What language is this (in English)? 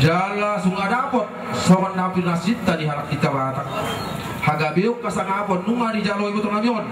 Batak Toba